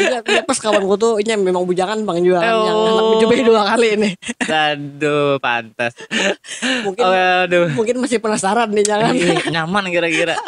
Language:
Banjar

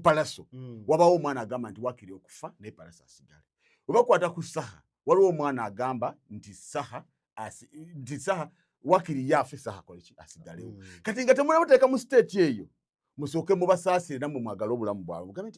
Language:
Ganda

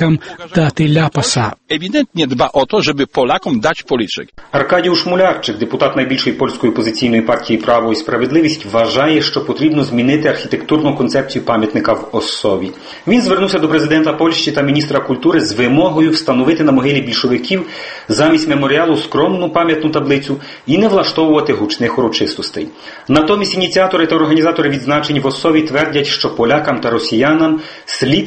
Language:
Ukrainian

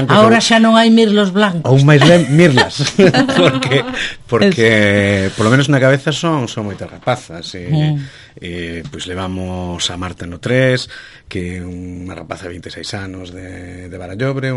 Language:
Galician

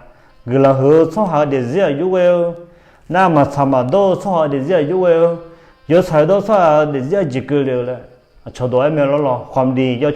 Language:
Akha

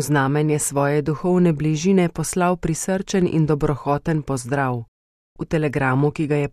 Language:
Slovenian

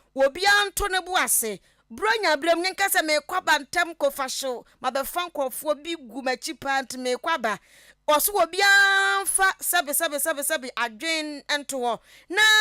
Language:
Akan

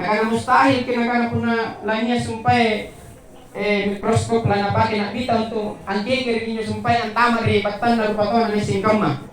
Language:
Makasar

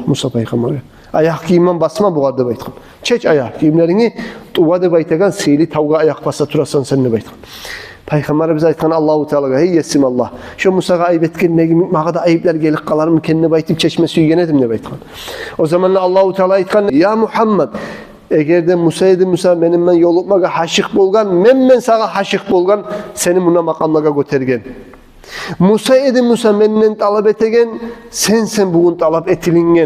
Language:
Kumyk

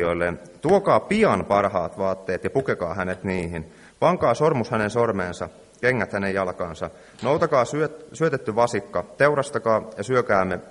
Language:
Finnish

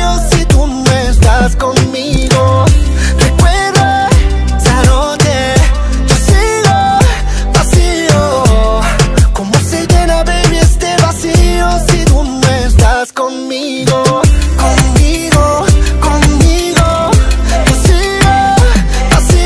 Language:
Spanish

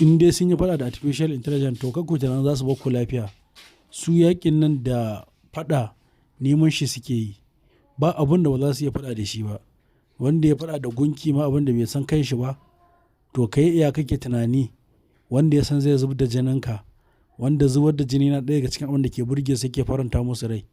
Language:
Hausa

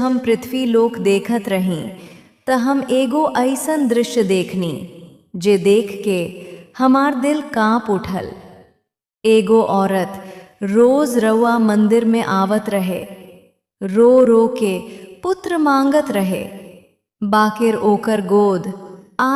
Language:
Bhojpuri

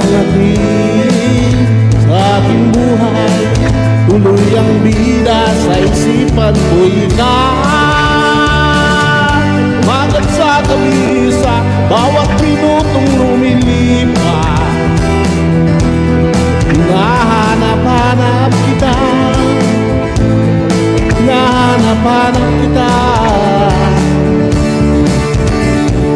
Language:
Filipino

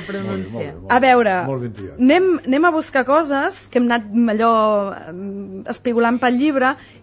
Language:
Catalan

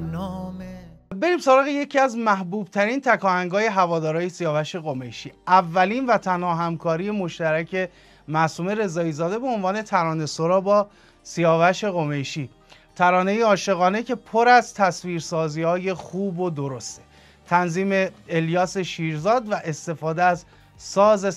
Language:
Persian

